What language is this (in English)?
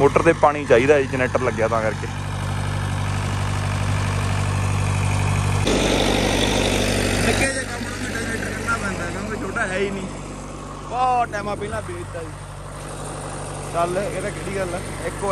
Punjabi